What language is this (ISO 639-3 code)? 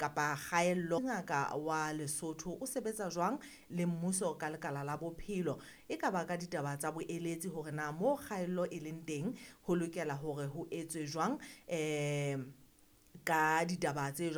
sot